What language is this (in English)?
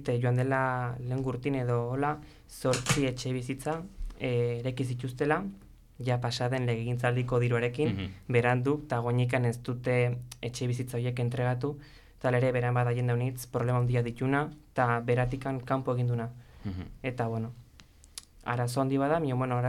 Basque